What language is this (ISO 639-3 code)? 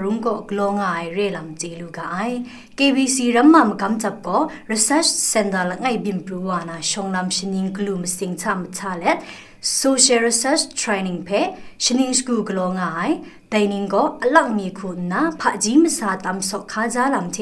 kac